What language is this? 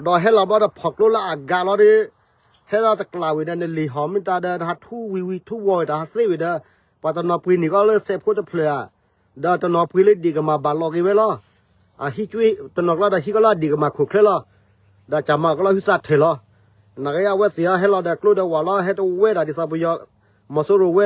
S'gaw Karen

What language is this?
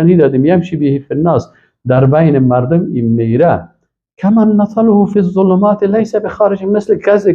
Persian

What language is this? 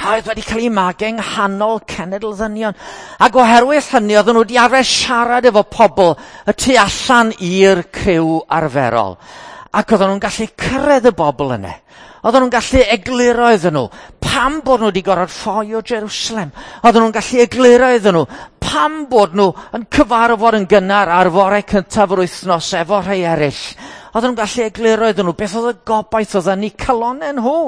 Welsh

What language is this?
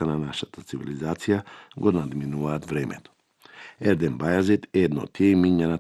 Macedonian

